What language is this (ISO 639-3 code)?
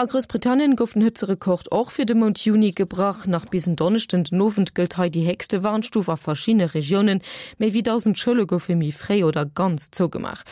ltz